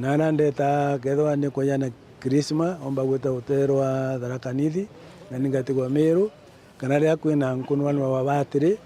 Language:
Meru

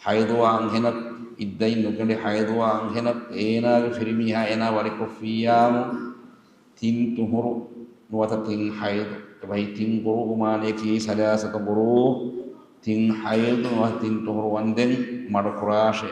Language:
Divehi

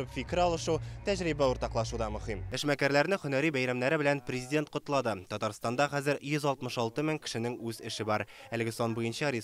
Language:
Tatar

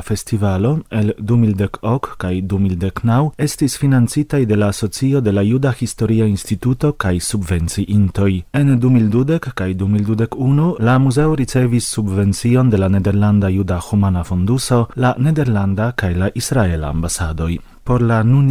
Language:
Esperanto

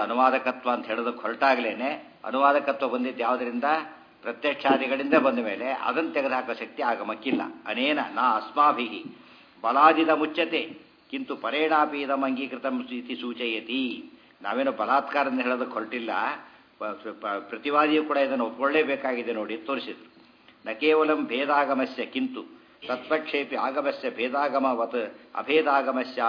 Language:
Kannada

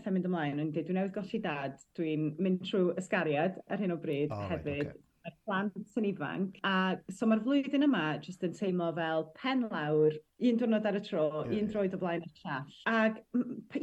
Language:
Welsh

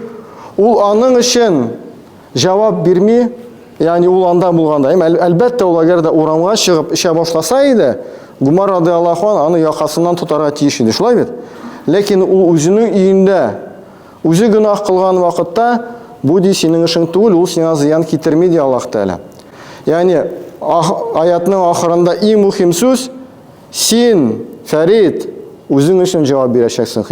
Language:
Tatar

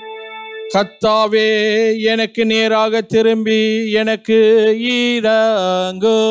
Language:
Tamil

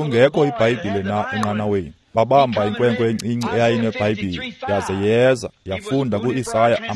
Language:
Xhosa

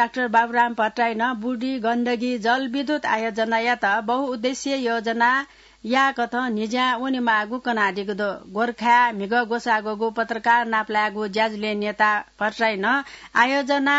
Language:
Newari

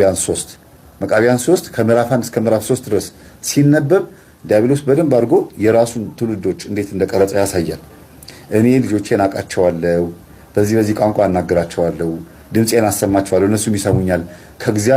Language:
Amharic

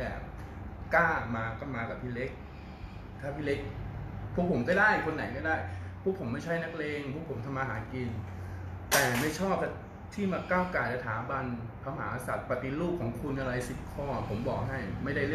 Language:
Thai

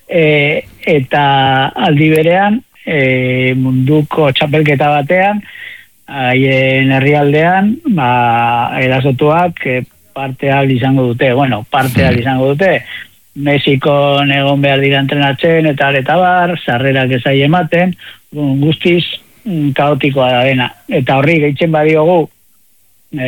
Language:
Basque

